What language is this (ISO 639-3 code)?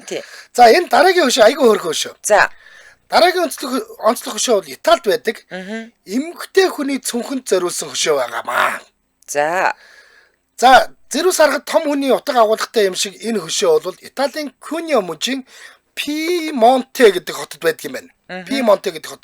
mon